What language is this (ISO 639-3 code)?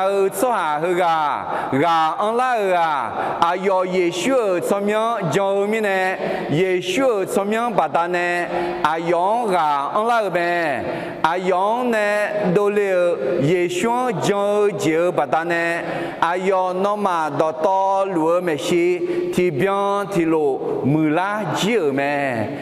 ahk